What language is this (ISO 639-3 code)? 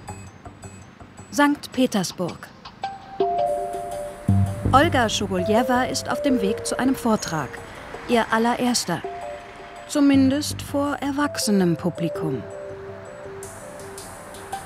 deu